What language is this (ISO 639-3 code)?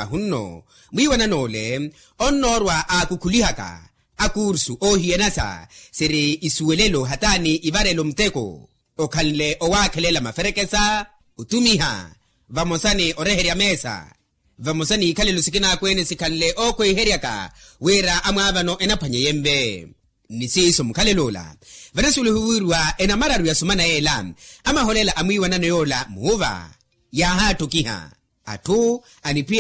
vmw